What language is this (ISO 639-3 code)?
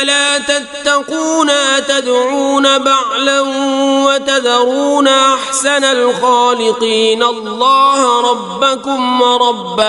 kas